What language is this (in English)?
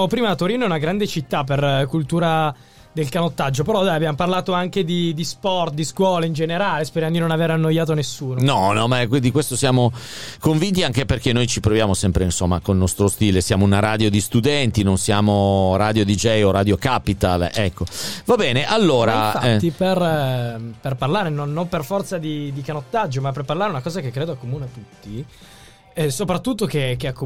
Italian